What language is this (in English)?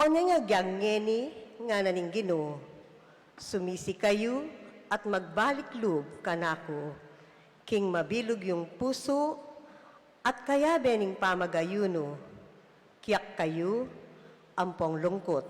Pampanga